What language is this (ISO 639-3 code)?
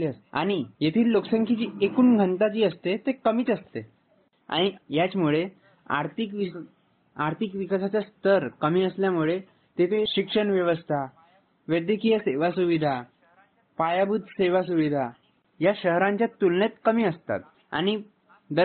mar